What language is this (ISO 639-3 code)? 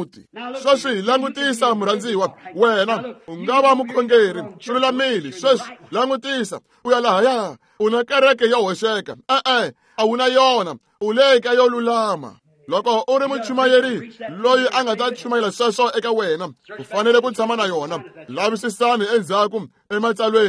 tso